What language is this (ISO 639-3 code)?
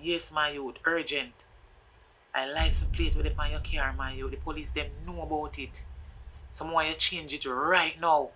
jam